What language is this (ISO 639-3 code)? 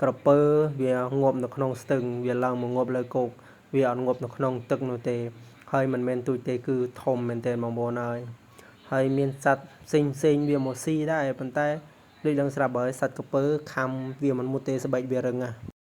khm